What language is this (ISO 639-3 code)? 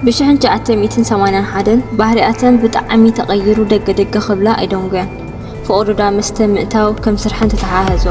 tir